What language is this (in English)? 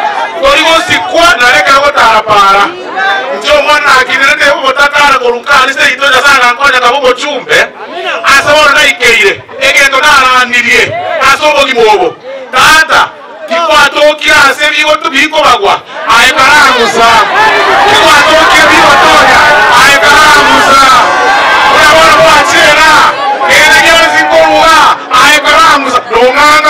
Gusii